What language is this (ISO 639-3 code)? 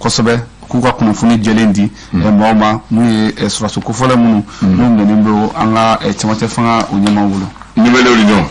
bam